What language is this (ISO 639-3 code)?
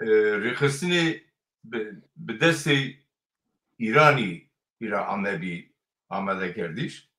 zza